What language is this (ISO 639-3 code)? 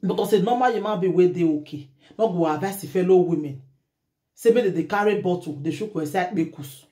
pcm